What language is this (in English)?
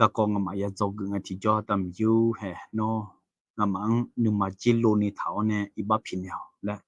Akha